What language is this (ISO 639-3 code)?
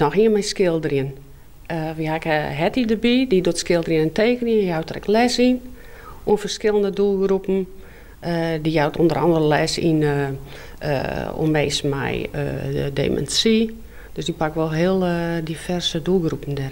fry